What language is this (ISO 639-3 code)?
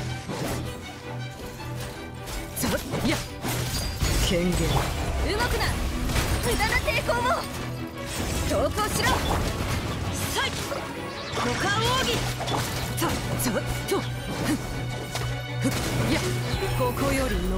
jpn